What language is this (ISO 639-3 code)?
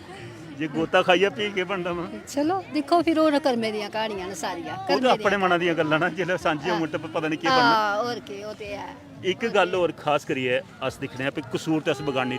doi